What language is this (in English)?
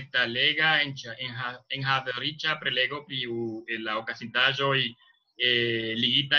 Esperanto